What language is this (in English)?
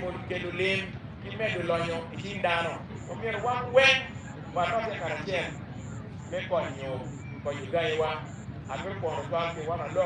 Acoli